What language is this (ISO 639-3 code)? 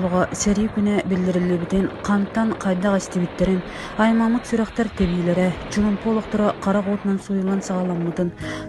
sah